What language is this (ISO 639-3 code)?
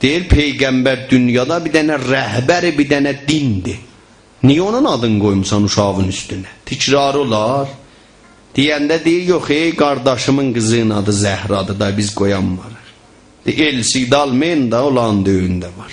azb